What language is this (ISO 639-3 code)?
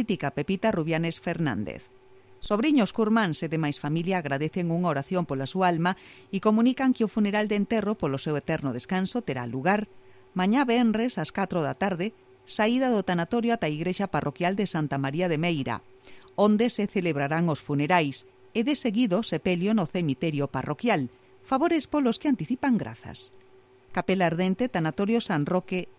glg